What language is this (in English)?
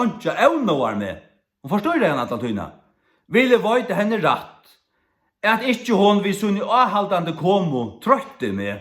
Faroese